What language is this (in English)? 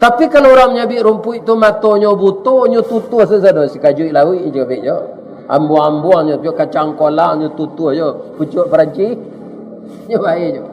Minangkabau